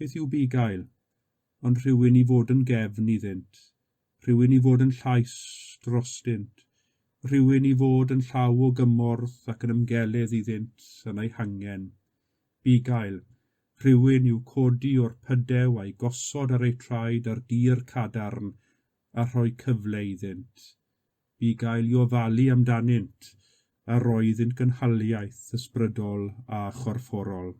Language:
Welsh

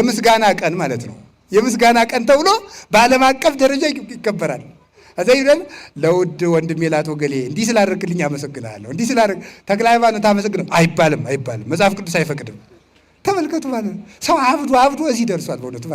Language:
Amharic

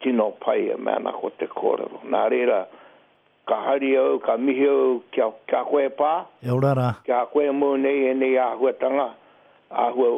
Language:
Māori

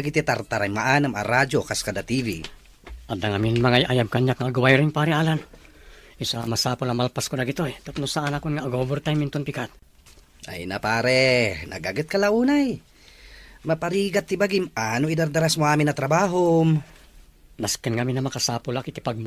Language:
Iloko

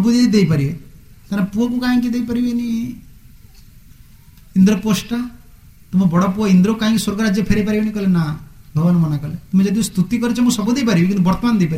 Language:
Odia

